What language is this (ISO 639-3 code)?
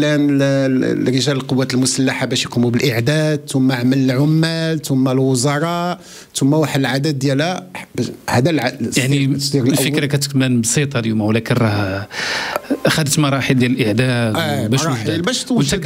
ary